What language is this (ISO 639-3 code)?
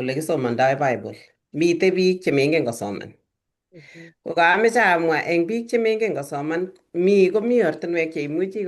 kln